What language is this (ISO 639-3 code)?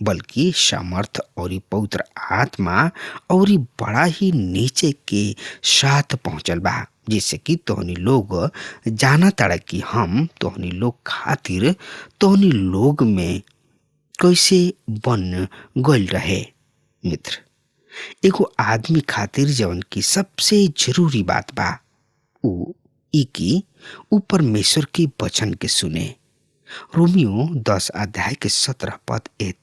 bho